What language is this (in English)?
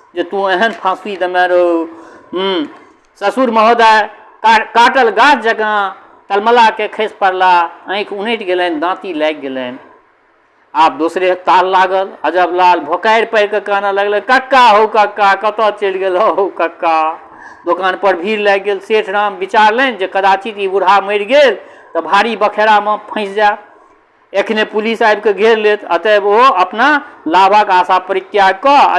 Maithili